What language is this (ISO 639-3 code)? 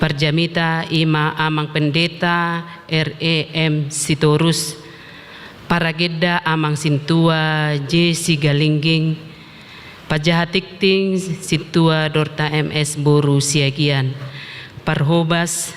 bbc